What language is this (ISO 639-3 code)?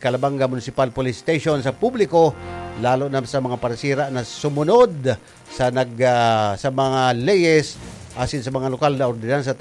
bik